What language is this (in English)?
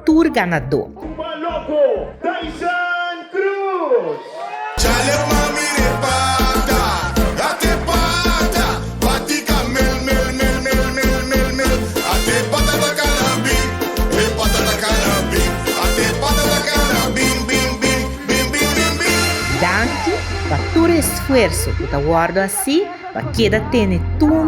Papiamento